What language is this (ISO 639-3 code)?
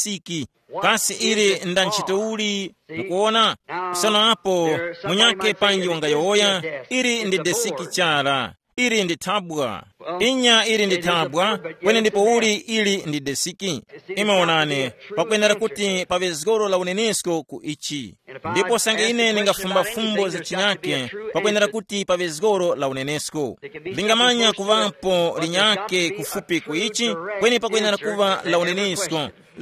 tum